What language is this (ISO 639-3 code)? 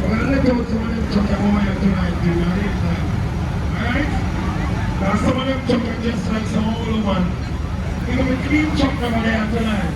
jam